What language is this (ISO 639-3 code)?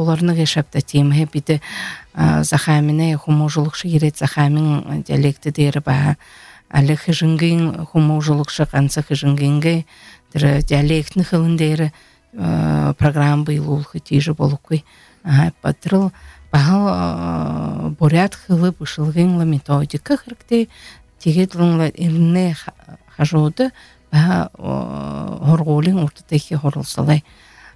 bua